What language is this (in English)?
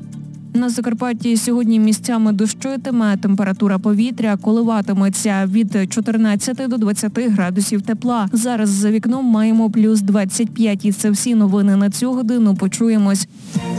Ukrainian